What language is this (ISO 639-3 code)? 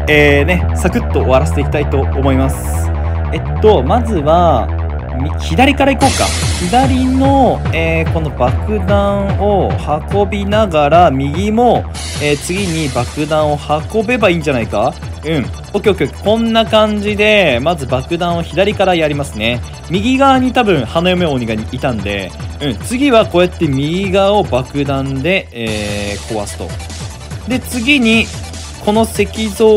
jpn